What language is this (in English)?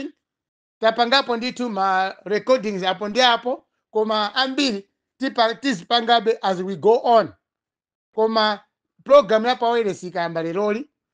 Nyanja